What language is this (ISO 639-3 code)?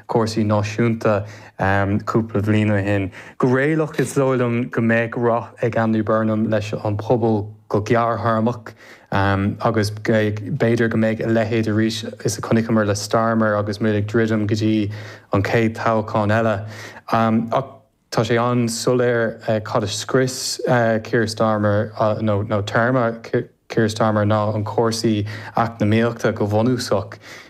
gle